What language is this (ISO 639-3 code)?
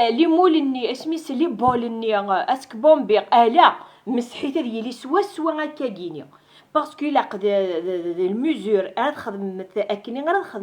kab